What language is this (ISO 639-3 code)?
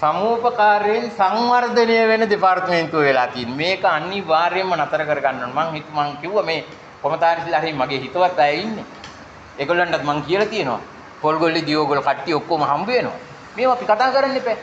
sin